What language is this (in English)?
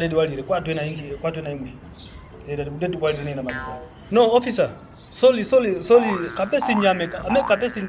Kwangali